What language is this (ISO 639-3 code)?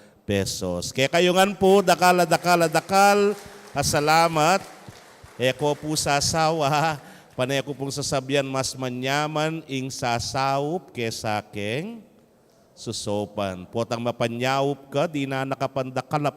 pam